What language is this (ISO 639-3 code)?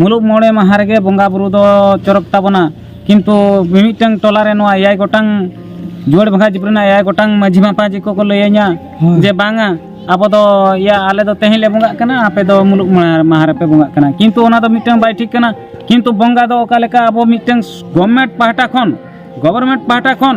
sat